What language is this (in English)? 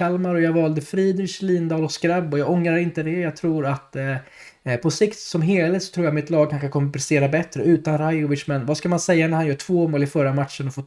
Swedish